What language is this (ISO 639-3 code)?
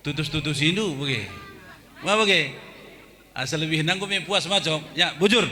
btx